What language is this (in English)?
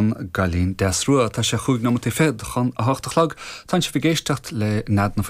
Irish